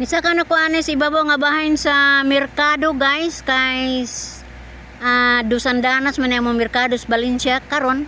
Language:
Cebuano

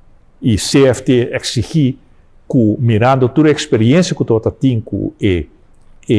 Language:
Papiamento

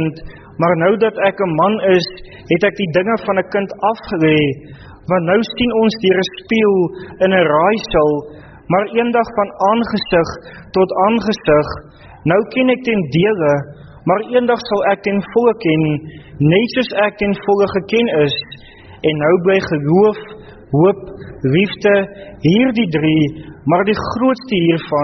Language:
Afrikaans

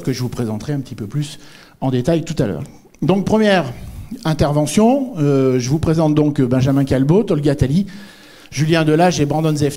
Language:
French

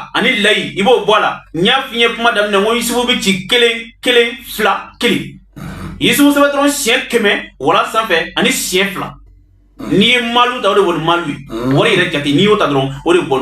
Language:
Bambara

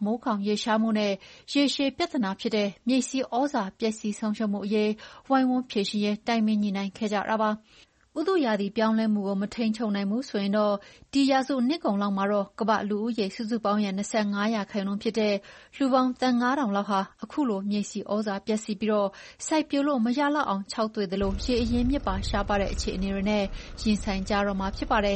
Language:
Burmese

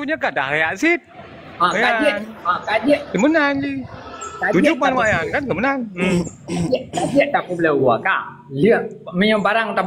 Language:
Achinese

